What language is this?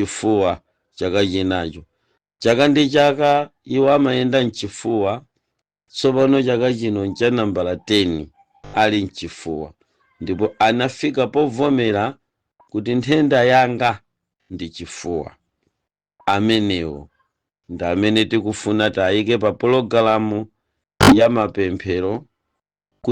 Nyanja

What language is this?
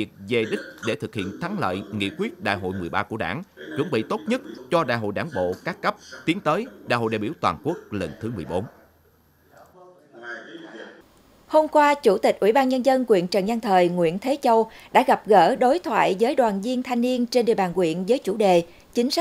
Vietnamese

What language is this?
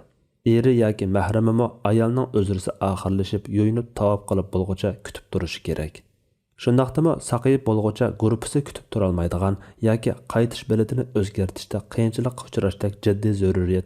Uyghur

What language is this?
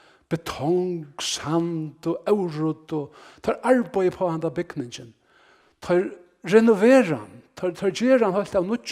Faroese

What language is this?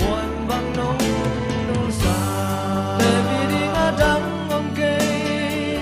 Paite Chin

